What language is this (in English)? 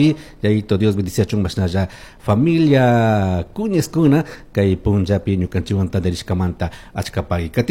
Chimborazo Highland Quichua